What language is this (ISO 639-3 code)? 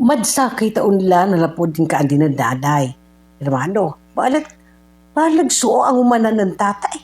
pag